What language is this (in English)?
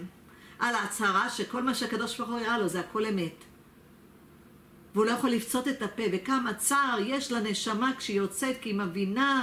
Hebrew